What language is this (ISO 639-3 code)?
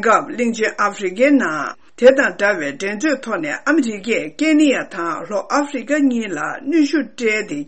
bod